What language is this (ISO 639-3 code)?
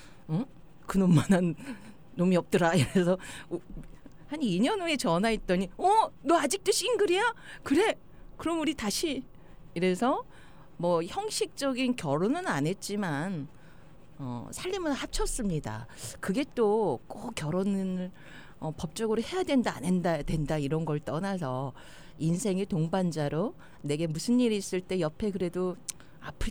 kor